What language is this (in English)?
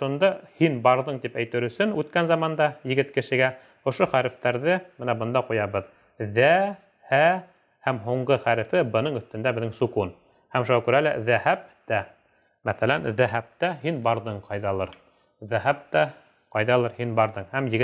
Bashkir